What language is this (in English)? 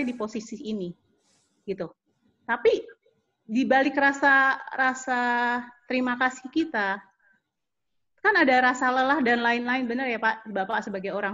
Indonesian